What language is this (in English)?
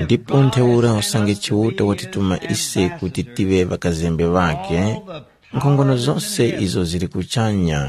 Tumbuka